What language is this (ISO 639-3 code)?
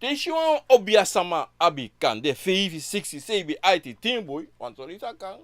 srn